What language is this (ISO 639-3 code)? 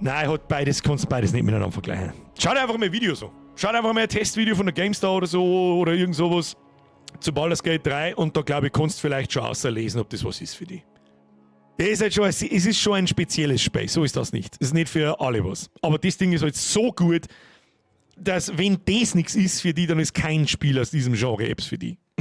bar